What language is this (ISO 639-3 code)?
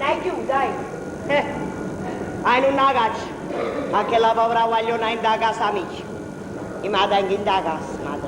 nap